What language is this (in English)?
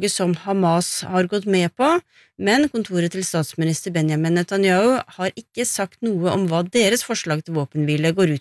Norwegian